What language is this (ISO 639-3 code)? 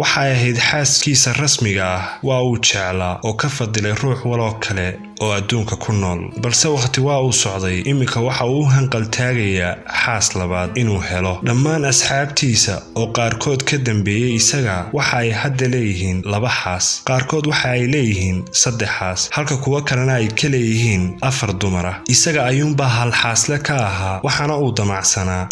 som